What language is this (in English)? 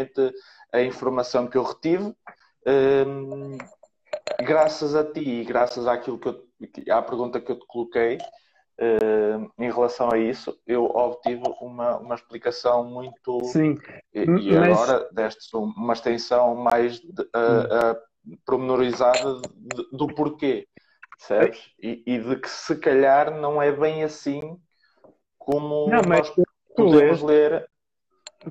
Portuguese